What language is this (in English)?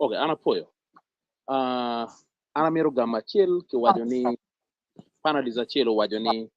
Acoli